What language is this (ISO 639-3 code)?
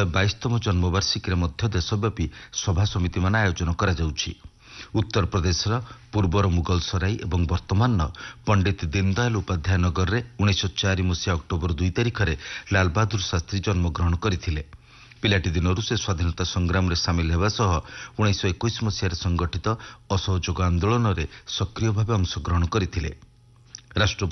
ori